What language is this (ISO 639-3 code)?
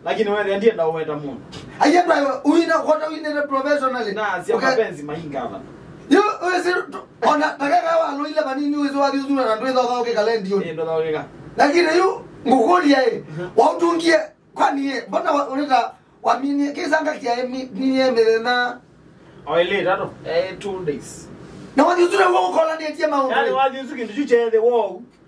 kam